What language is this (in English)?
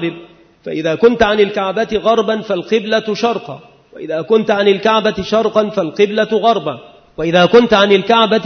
Arabic